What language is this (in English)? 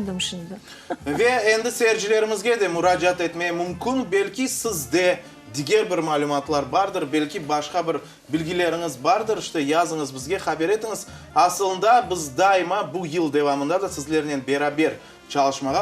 Crimean Tatar